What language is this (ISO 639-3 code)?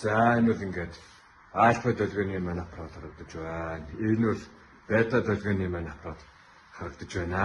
mon